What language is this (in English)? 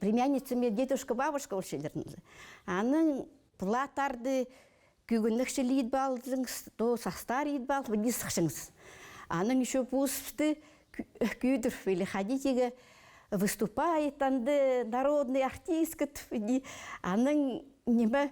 Khakas